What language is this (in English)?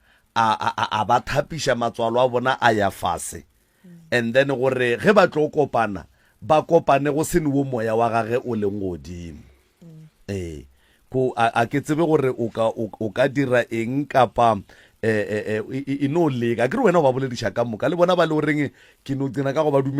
Northern Sotho